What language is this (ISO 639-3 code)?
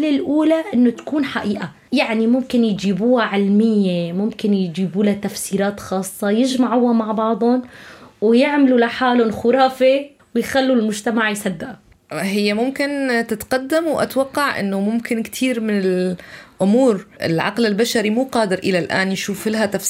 apc